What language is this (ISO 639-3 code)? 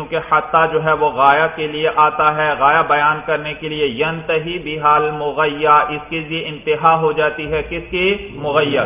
urd